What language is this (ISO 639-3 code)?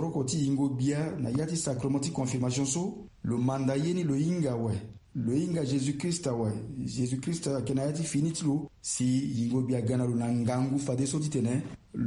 sag